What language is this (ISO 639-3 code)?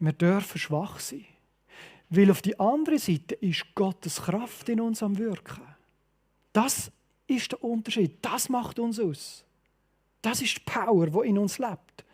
gsw